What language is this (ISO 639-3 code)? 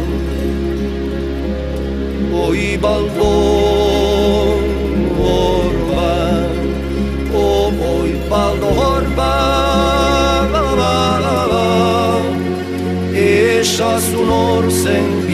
eus